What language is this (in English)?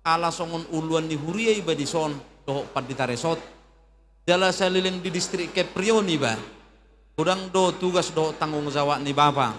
Batak Toba